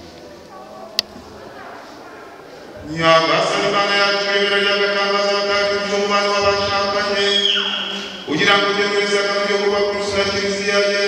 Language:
Kinyarwanda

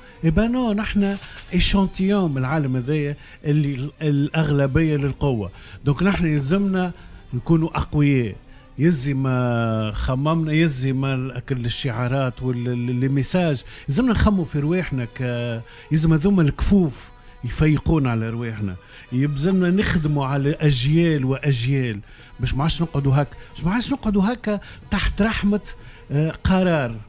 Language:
Tunisian Arabic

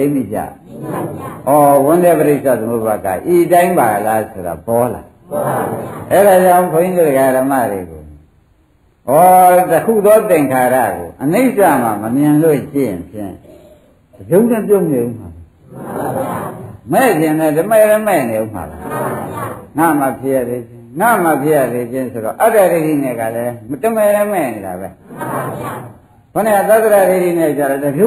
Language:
Burmese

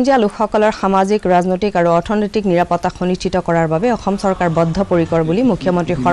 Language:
Assamese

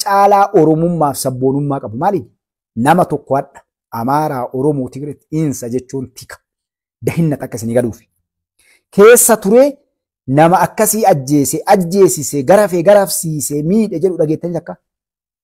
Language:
Oromo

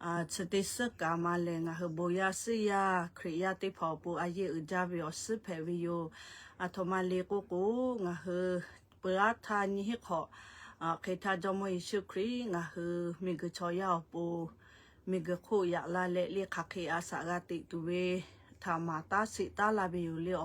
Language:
Lahu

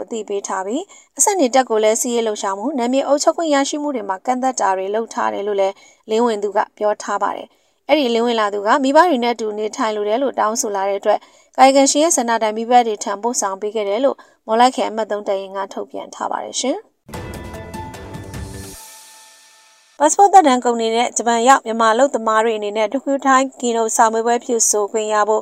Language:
Burmese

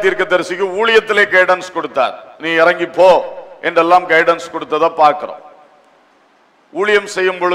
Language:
Tamil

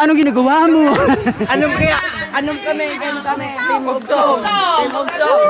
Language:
Bikol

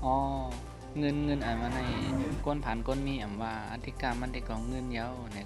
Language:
Shan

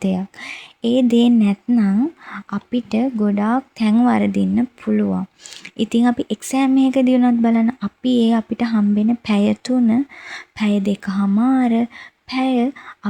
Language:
Sinhala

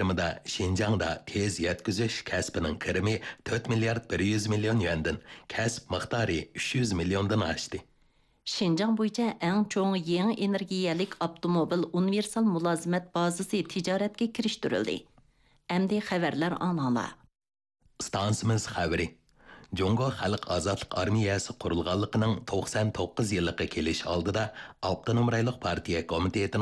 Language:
Uyghur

